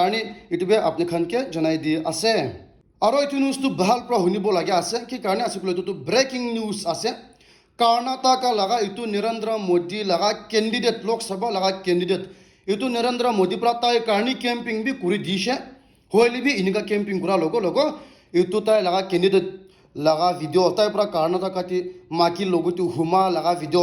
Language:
Naga Pidgin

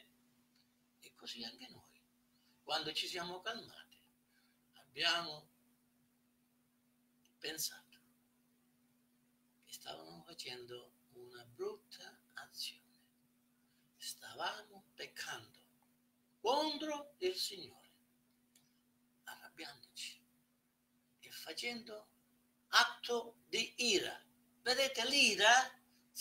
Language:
Italian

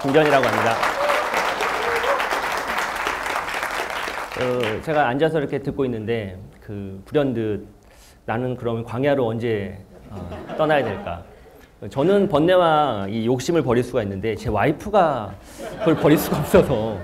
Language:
Korean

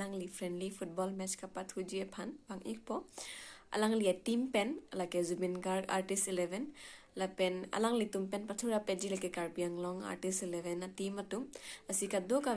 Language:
Karbi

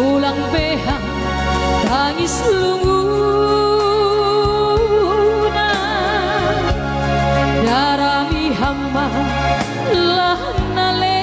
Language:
Batak Simalungun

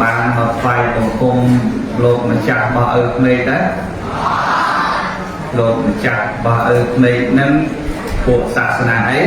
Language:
Khmer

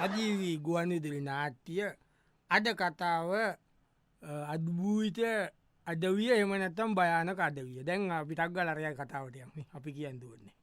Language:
Sinhala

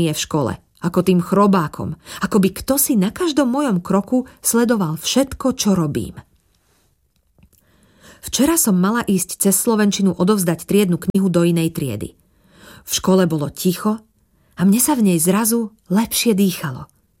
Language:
Slovak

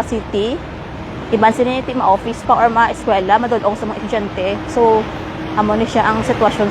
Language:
Hiligaynon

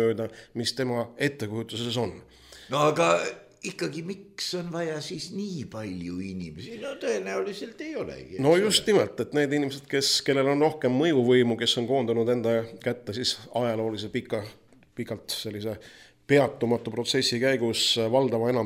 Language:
Estonian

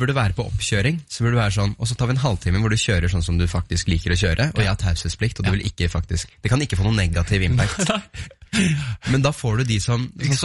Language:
Norwegian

